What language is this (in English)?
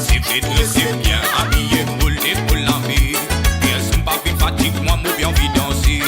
Morisyen